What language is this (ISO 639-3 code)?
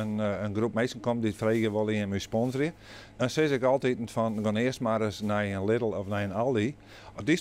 fry